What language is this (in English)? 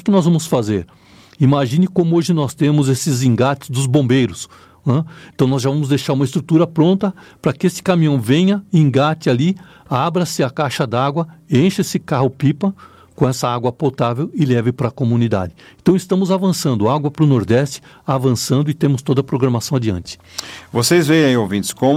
Portuguese